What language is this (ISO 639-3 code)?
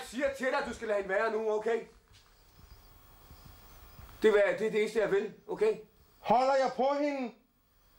dan